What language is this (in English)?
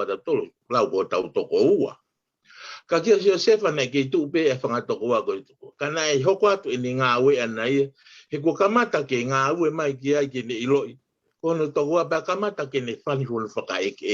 Tongan